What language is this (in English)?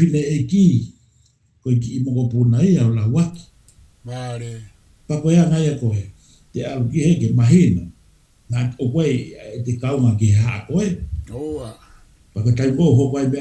Tongan